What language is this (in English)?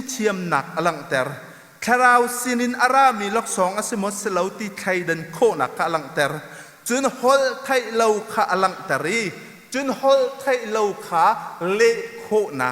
Hakha Chin